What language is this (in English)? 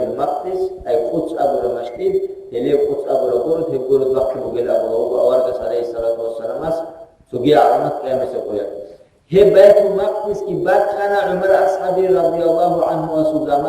Avaric